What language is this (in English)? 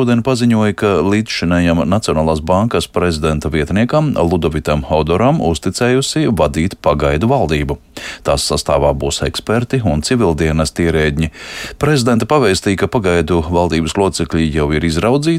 Latvian